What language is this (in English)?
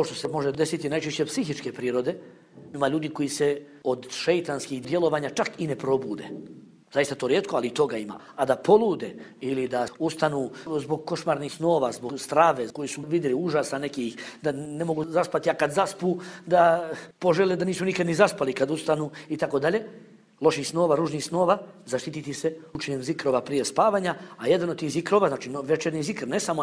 Bosnian